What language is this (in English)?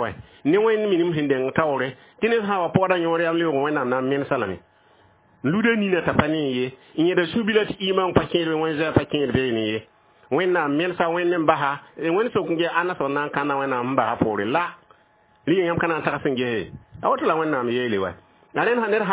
Mossi